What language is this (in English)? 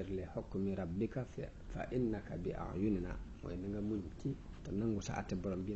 Wolof